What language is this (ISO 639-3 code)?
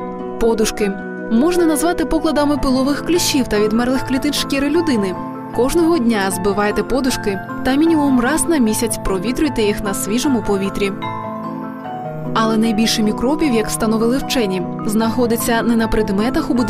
ukr